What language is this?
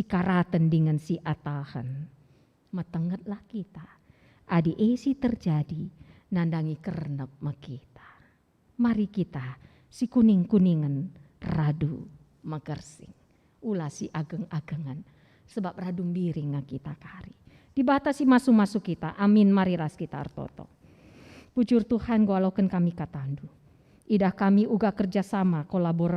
Batak Karo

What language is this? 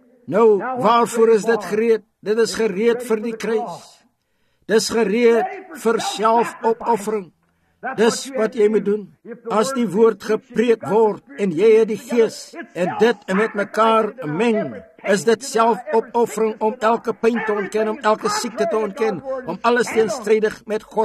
Afrikaans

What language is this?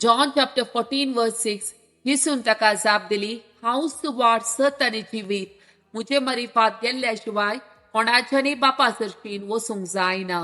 Konkani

